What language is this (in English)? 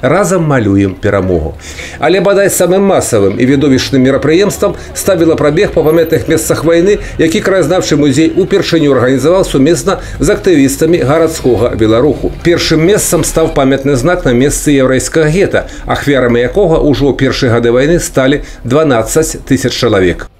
Belarusian